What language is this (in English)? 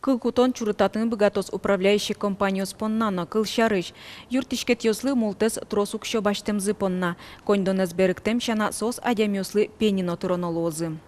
Udmurt